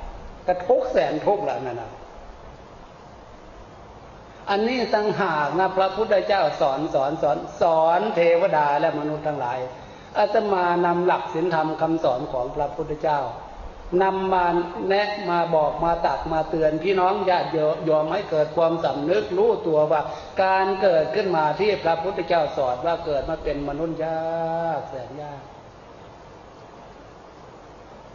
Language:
Thai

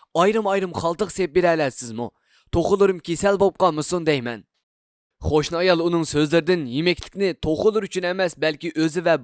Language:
Uyghur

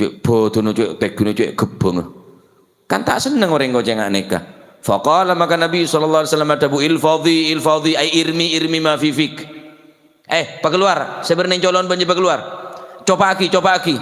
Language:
Madurese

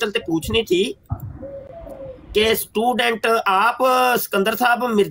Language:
Urdu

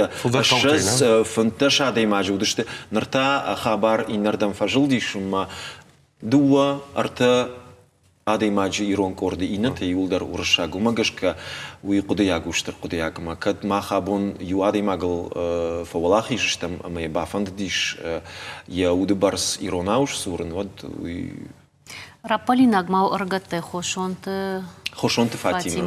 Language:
Ossetic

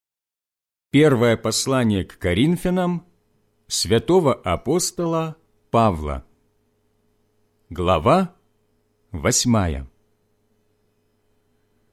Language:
Russian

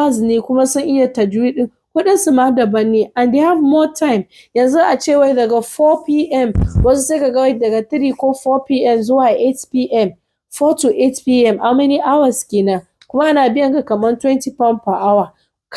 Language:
Hausa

